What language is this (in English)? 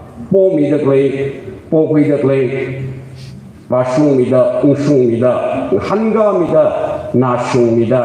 Tangkhul Naga (India)